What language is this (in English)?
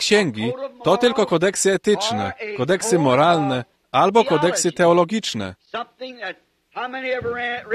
Polish